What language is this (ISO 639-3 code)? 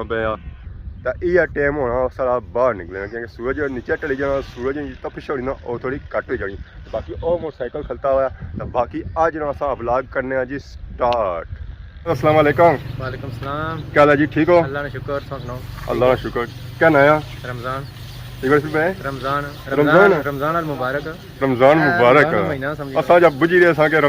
phr